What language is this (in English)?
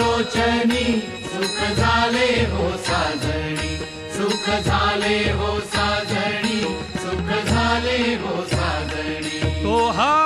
Marathi